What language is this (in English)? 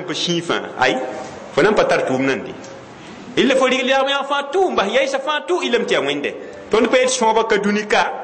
Mossi